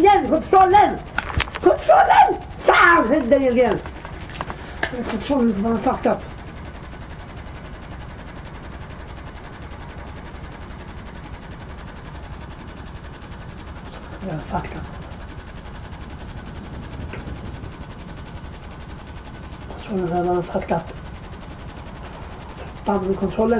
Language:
Swedish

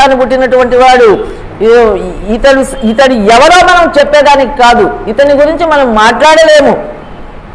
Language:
Telugu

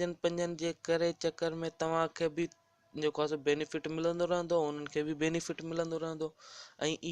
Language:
Sindhi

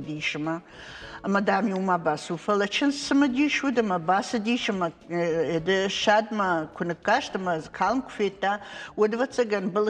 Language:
Ossetic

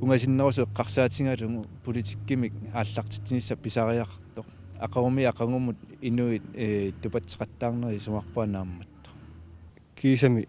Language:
Kalaallisut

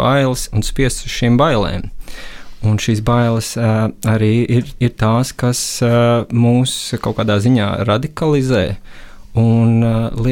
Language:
Latvian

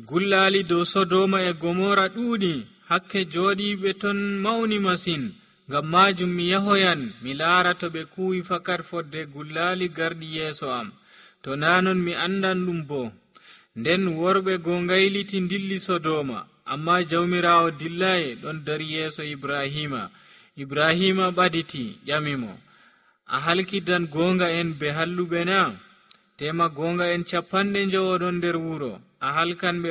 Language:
Nigerian Fulfulde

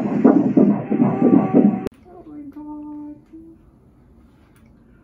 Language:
German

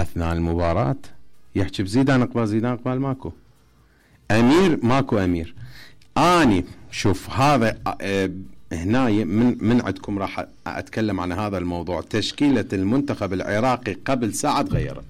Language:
Mesopotamian Arabic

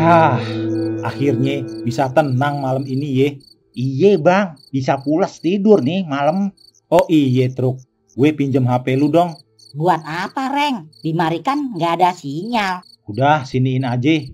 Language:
Betawi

